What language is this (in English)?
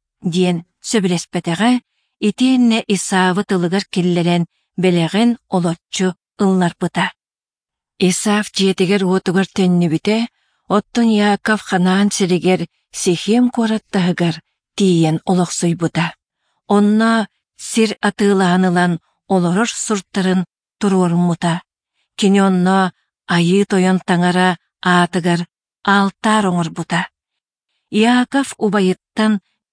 Yakut